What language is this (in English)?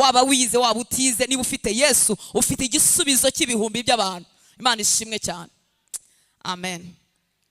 Kinyarwanda